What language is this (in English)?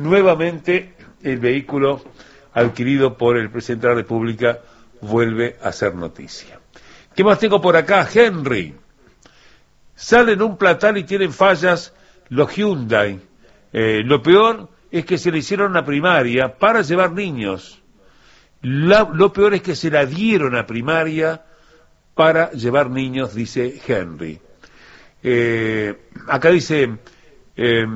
Spanish